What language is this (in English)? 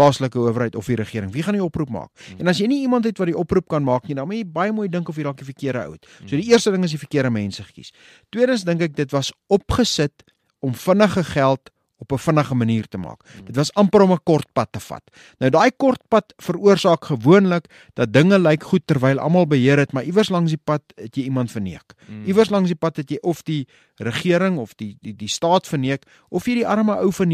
Afrikaans